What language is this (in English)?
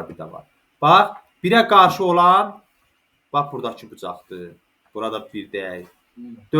Azerbaijani